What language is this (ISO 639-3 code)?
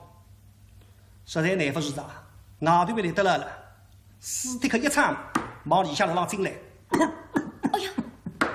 wuu